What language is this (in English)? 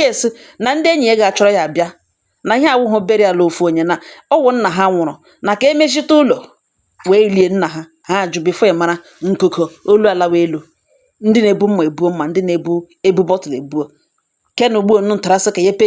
Igbo